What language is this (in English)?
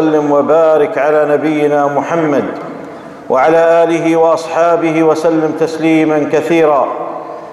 Arabic